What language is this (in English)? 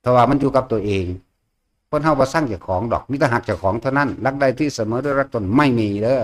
Northeastern Thai